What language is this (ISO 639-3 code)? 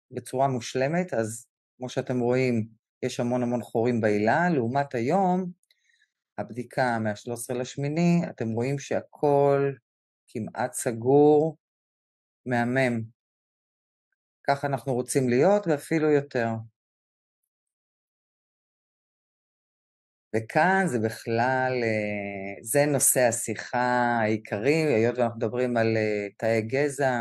heb